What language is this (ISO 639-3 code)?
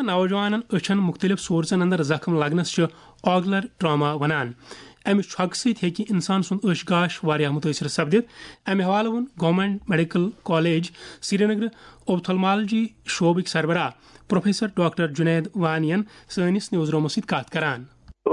kas